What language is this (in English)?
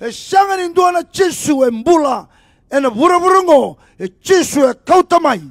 Fijian